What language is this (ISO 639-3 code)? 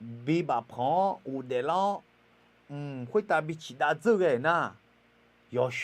ahk